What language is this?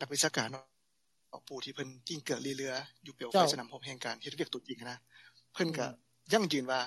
Lao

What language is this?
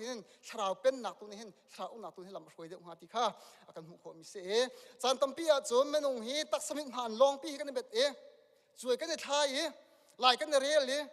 Hakha Chin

